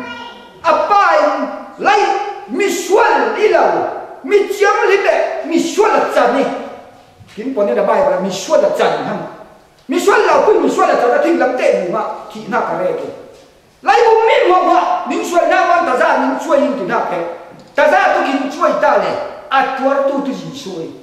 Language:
Falam Chin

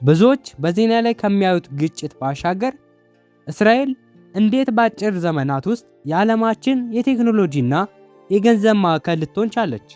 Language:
Amharic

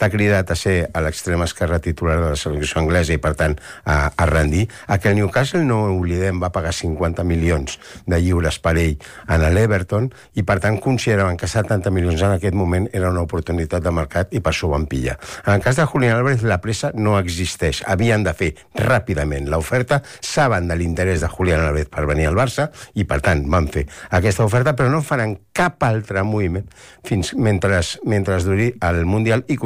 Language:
Catalan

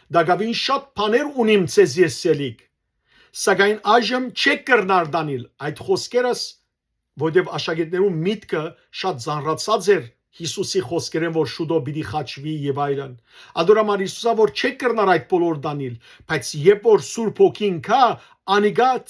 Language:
Western Armenian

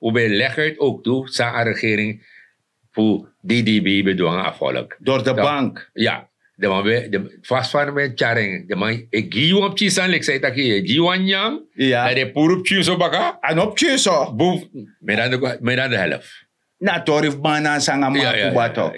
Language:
Sranan Tongo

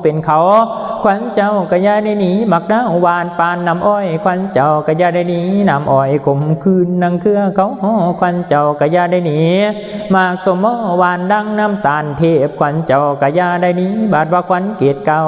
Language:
Lao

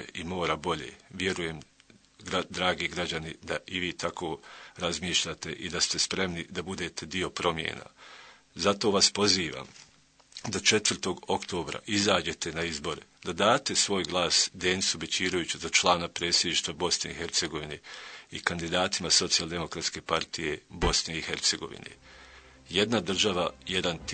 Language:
Bosnian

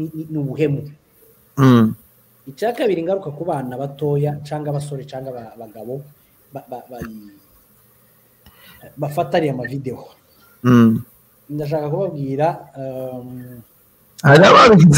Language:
Kinyarwanda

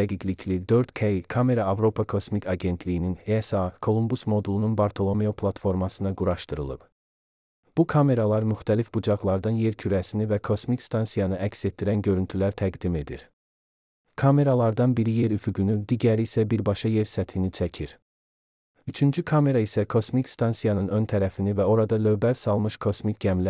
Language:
Azerbaijani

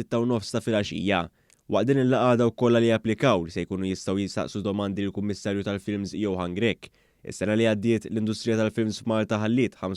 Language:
Maltese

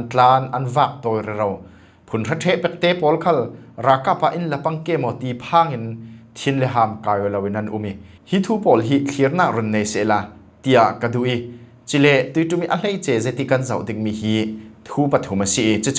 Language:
Falam Chin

